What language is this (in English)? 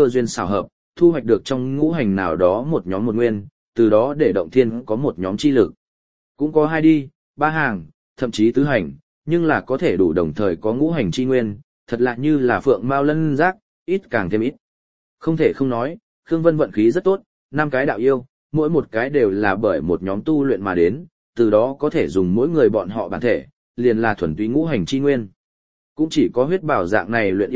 Vietnamese